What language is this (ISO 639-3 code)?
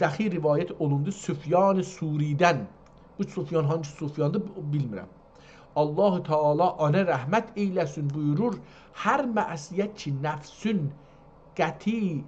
azb